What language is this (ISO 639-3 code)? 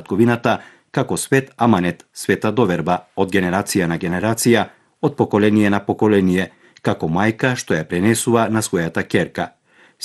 mkd